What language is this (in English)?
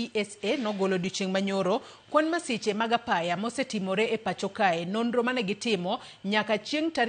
Luo (Kenya and Tanzania)